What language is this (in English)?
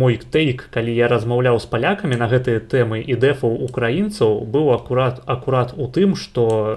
Belarusian